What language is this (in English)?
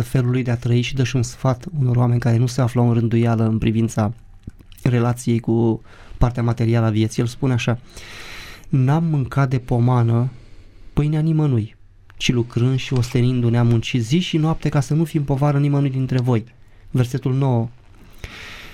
Romanian